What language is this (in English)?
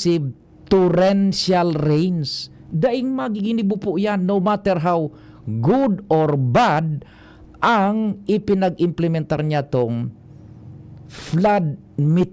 Bikol